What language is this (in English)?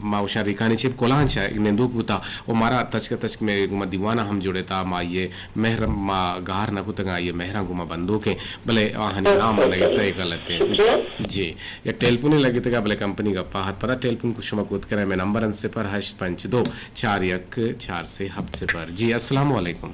Eastern Balochi